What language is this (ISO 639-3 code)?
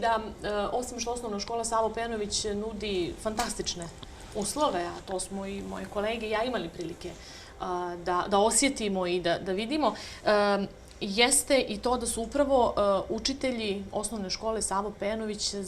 bos